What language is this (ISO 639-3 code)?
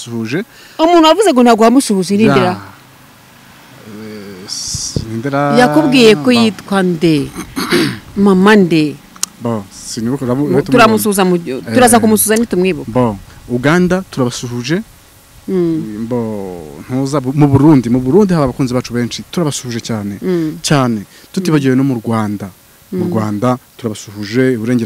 kin